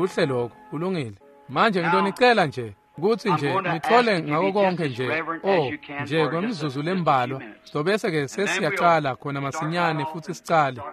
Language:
Swati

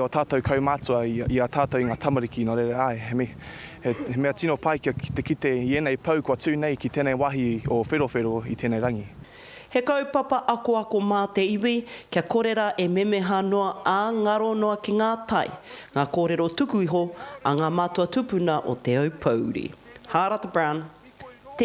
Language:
Māori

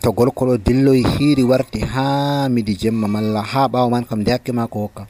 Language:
Nigerian Fulfulde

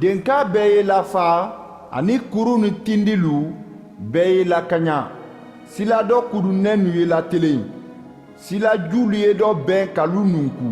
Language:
Mandingo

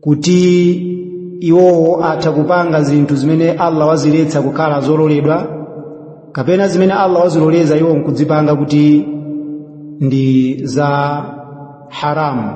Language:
Nyanja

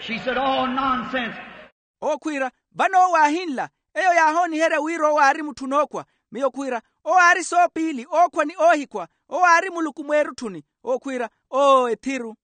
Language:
Makhuwa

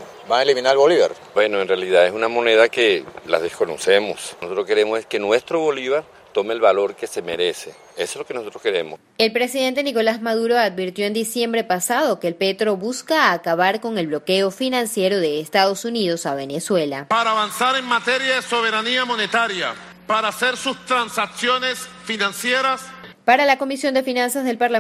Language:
Spanish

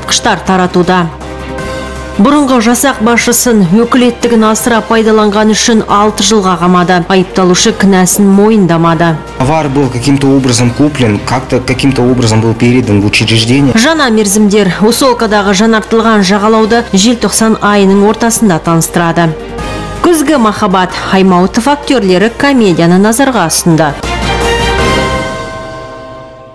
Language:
Kazakh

